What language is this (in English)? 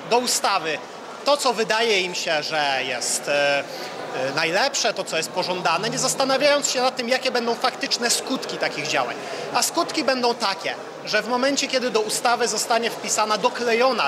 Polish